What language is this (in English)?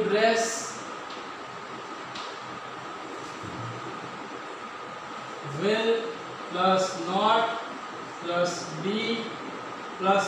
Gujarati